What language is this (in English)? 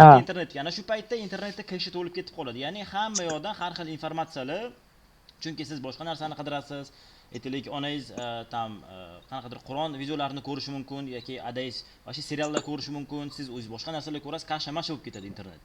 Uzbek